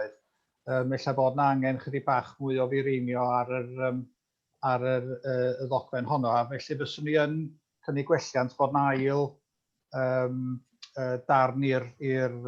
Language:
Welsh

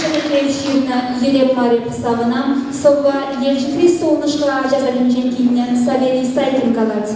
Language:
Chuvash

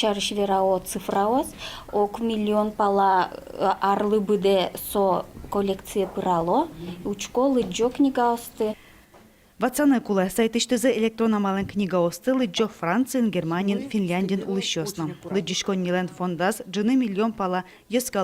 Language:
Udmurt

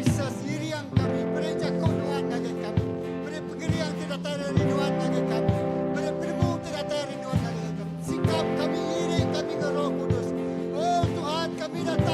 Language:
Iban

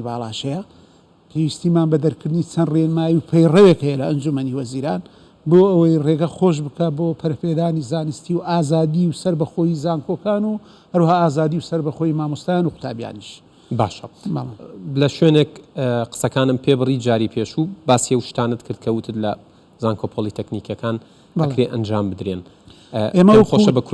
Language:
Central Kurdish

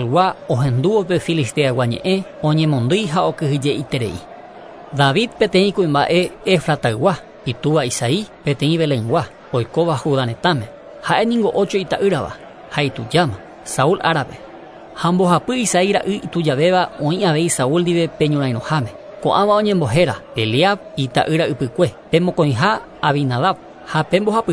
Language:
Guarani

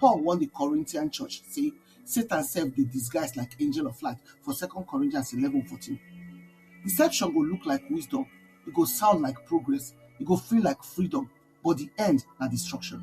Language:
Nigerian Pidgin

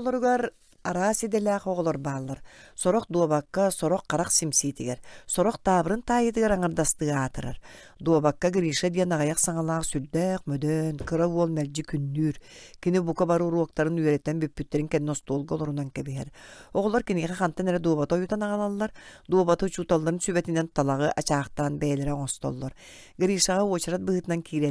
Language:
Yakut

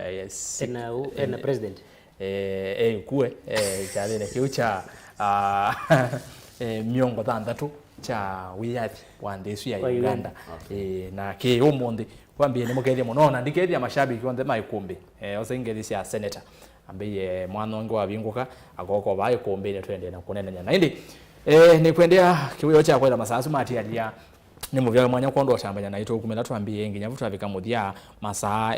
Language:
Kamba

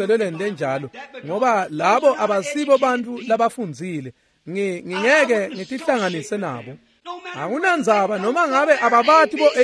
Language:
Swati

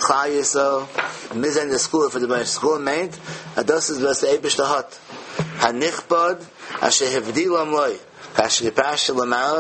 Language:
Yiddish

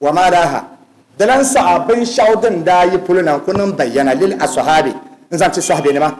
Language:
Dagbani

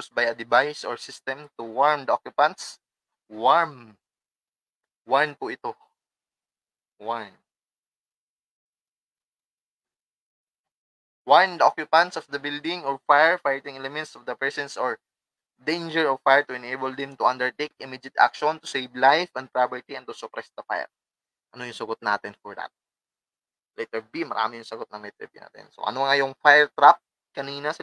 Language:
Filipino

